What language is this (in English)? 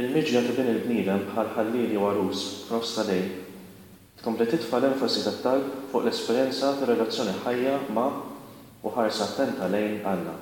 Maltese